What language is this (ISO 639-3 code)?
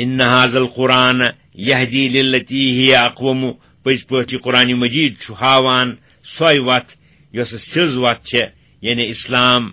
kas